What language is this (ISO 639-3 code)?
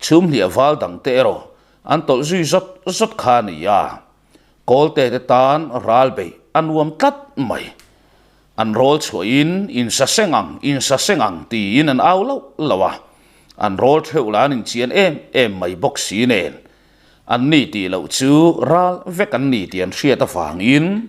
lus